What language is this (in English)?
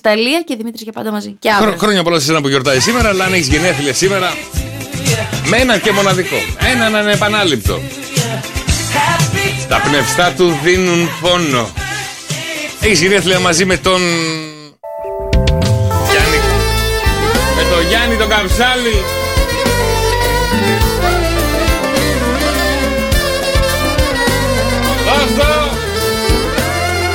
Greek